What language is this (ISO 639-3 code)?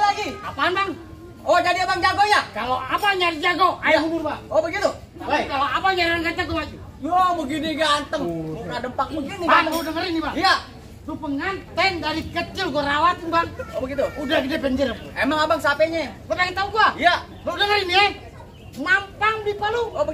bew